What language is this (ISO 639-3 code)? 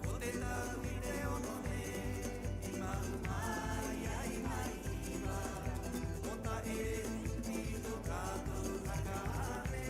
rap